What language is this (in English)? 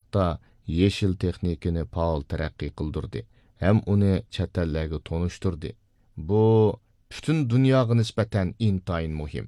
Uyghur